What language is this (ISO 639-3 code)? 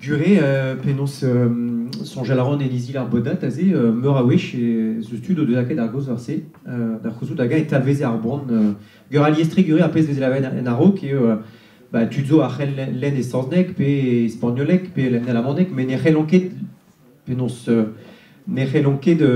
bre